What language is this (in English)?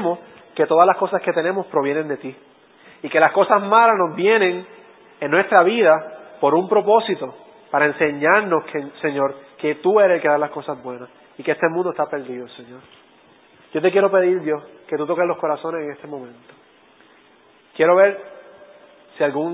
Spanish